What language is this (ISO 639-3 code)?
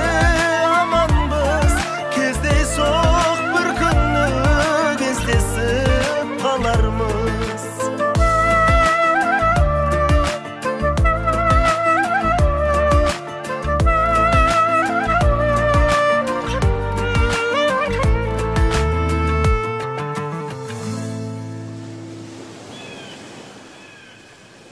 kaz